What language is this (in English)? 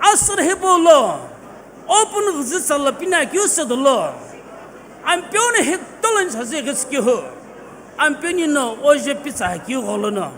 Sumi Naga